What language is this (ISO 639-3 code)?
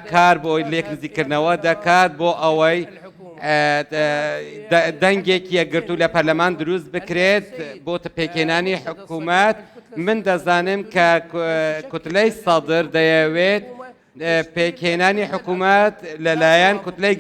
ckb